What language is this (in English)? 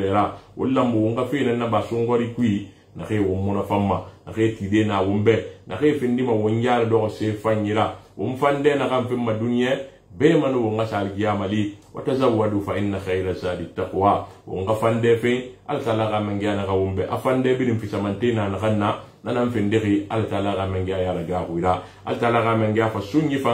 Susu